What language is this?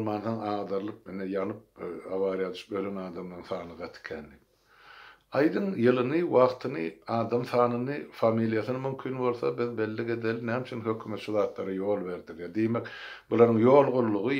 Turkmen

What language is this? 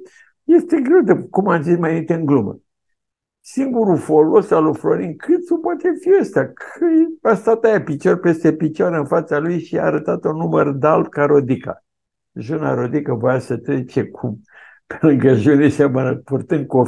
Romanian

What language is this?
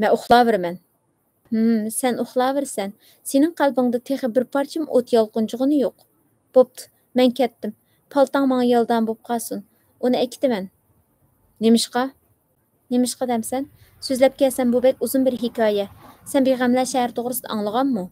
Uyghur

